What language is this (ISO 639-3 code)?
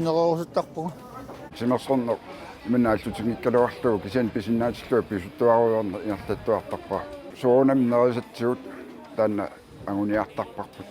kal